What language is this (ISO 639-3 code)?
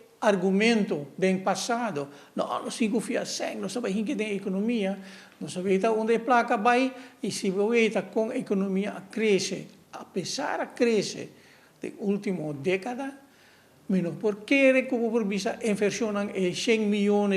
pap